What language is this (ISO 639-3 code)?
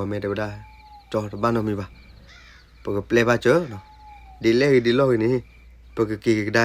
ksw